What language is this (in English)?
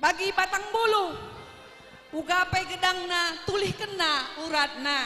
Batak Karo